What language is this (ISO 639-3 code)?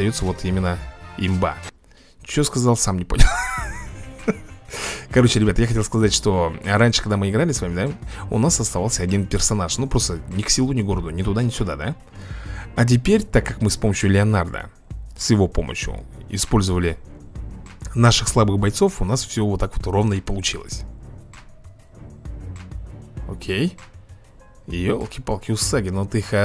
rus